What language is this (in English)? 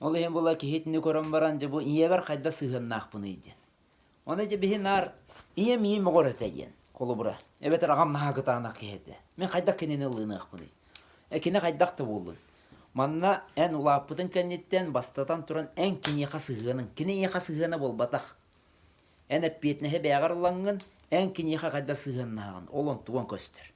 Yakut